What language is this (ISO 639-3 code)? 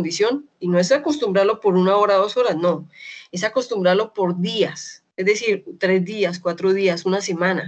spa